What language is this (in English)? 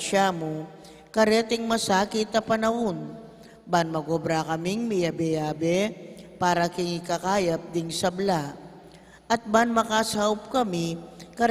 Pampanga